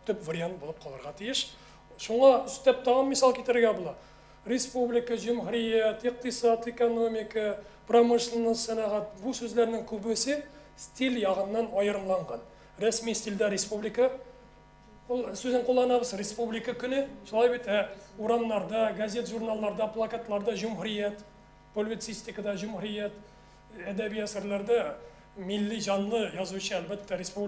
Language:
Tatar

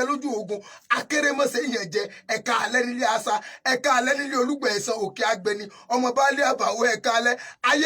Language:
Yoruba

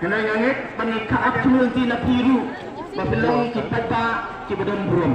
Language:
Khasi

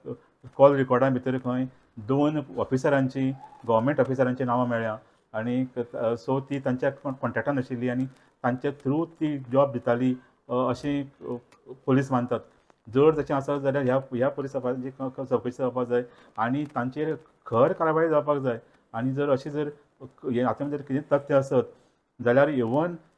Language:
Konkani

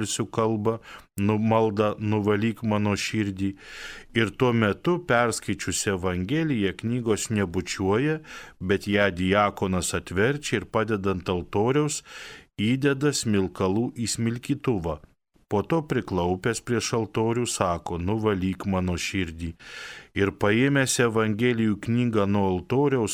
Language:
Lithuanian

